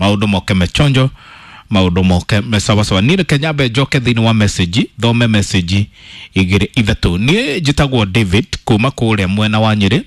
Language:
Kikuyu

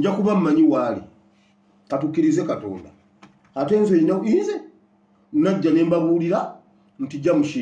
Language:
Ganda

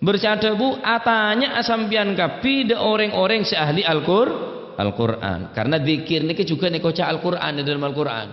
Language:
Madurese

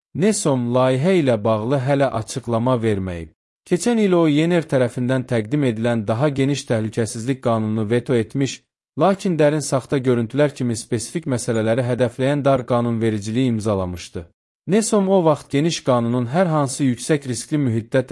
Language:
Azerbaijani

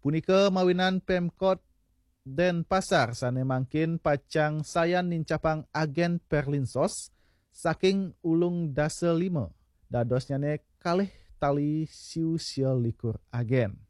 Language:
Balinese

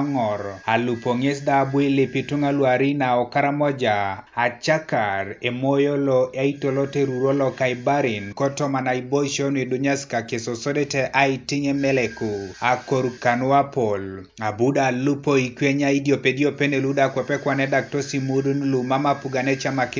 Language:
Teso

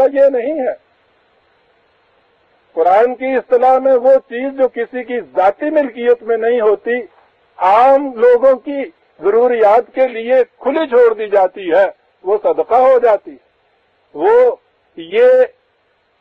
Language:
Urdu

